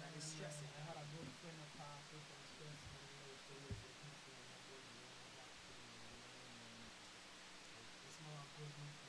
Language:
Jamaican Creole English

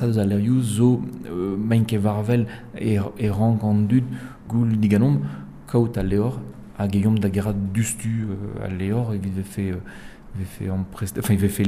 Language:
Breton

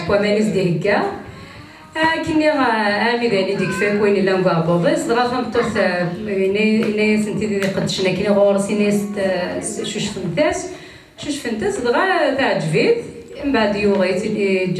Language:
Kabyle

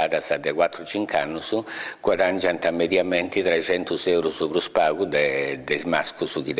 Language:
Sardinian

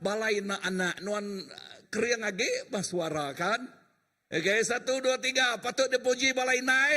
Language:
Iban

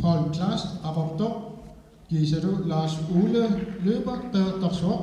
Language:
Kalaallisut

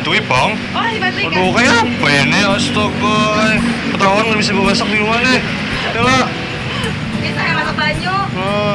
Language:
Banjar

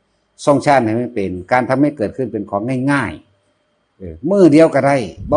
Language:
Northeastern Thai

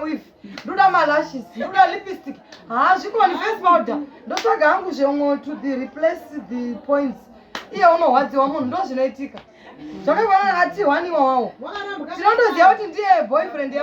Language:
Shona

